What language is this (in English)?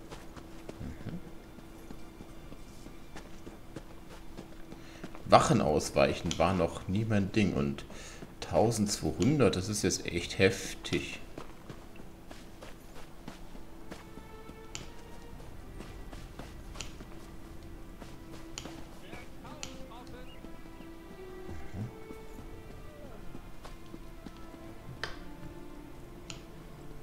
German